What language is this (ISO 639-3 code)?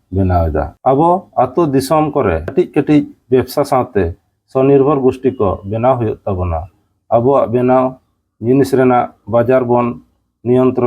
sat